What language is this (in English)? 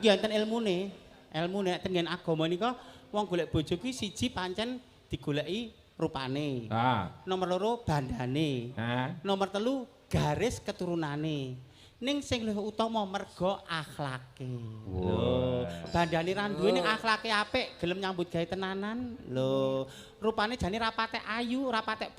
Javanese